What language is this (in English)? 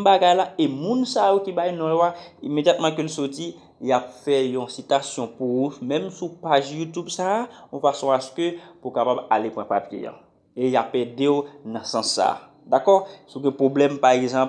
Haitian Creole